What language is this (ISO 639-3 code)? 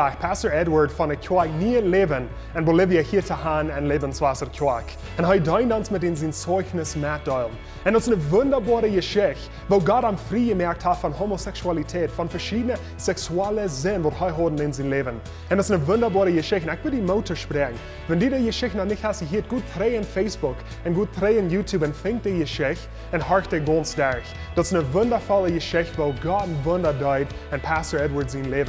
pdt